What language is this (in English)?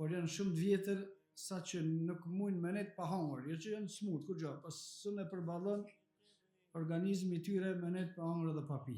Albanian